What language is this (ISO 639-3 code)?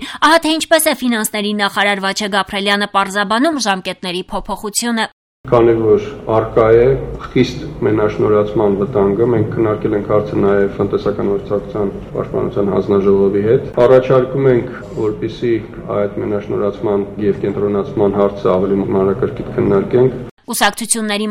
hye